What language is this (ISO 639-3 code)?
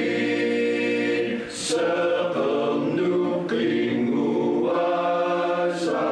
kal